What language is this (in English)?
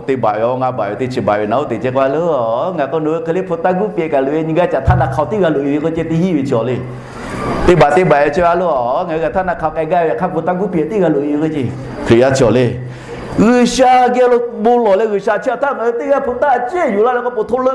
Lahu